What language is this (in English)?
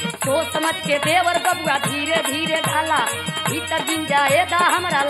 Bhojpuri